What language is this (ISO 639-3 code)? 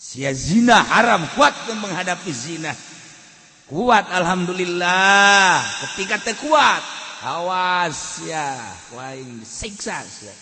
sun